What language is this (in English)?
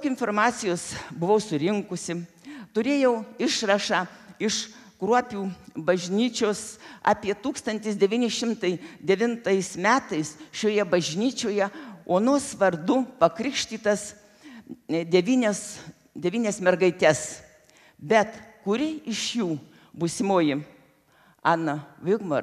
Lithuanian